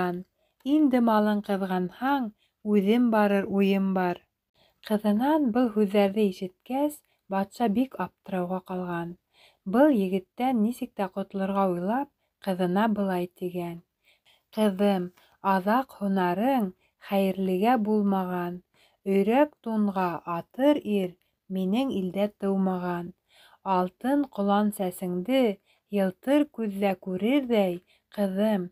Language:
Bashkir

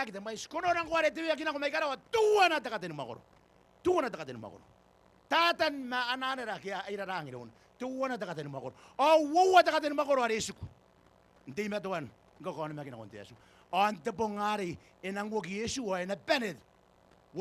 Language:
Gilbertese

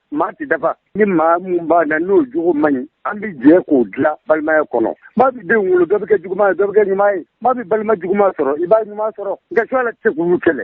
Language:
Bambara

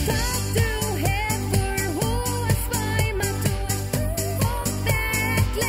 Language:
Faroese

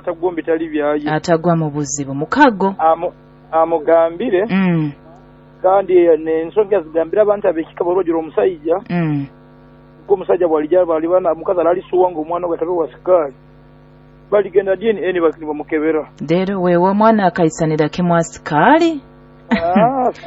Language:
Nyoro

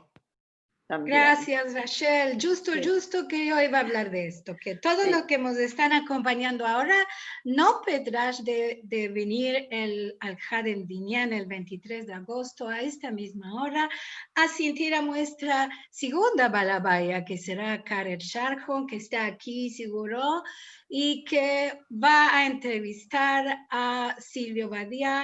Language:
Ladino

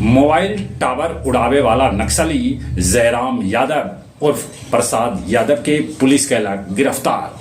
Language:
Magahi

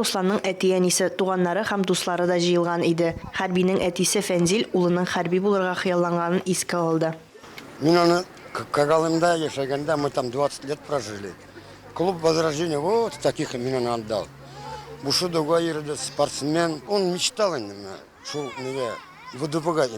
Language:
Tatar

